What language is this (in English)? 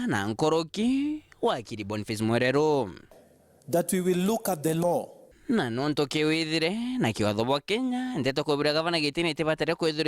Meru